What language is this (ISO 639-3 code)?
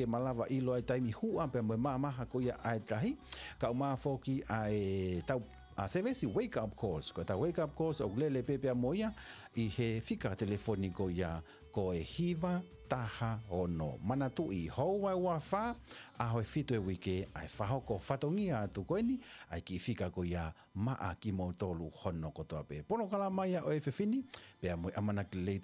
ton